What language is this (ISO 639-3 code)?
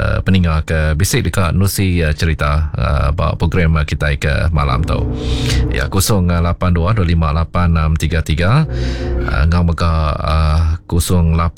iba